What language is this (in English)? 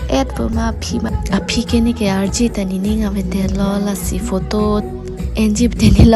Karbi